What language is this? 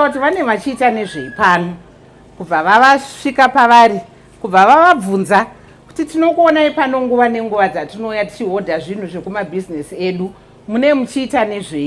Shona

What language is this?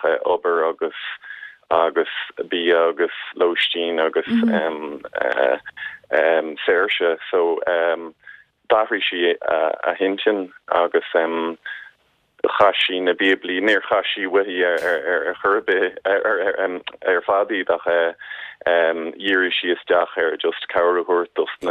Irish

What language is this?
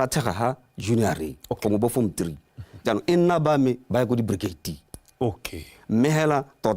Tswana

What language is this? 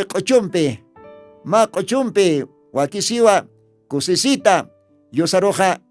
Aymara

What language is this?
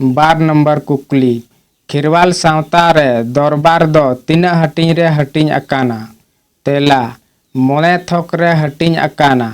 Santali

